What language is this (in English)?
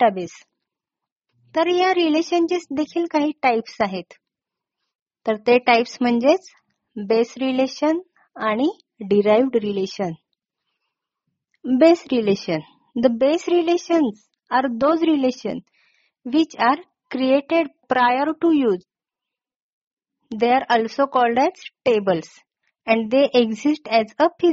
Marathi